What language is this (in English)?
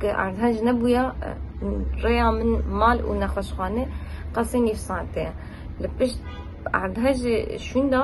Kurdish